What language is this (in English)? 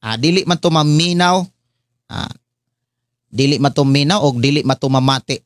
Cebuano